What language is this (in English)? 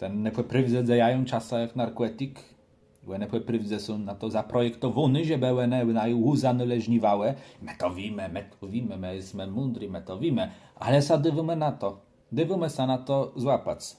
Kashubian